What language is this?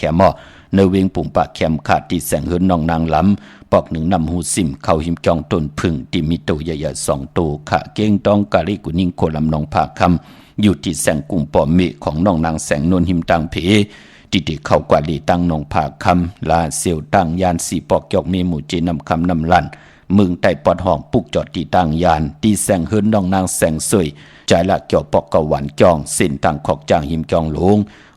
Shan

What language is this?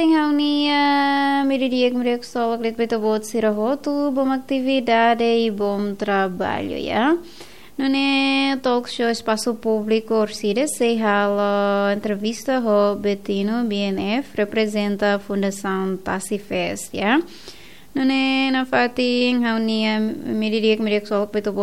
Tetum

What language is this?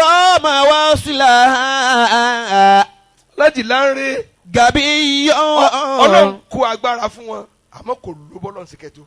Yoruba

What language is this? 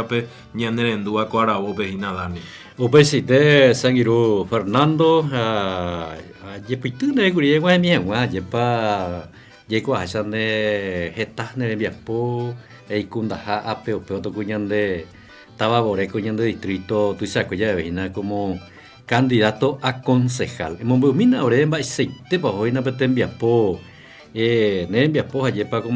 Guarani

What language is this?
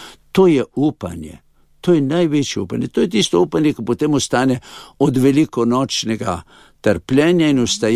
Slovenian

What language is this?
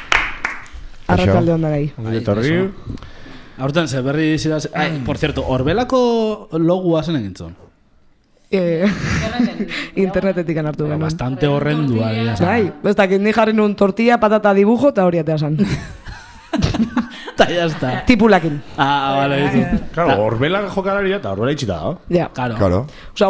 Basque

